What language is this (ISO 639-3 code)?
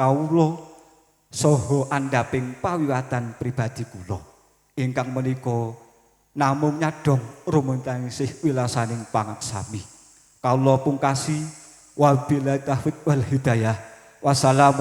jav